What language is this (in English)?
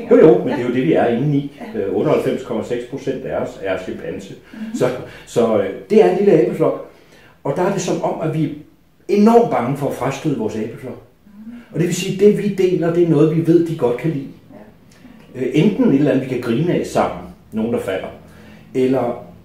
Danish